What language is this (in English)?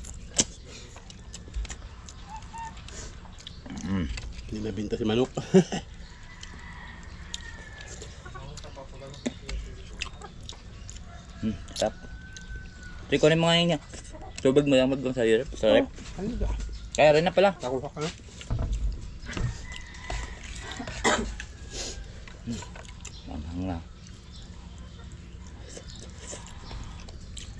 Filipino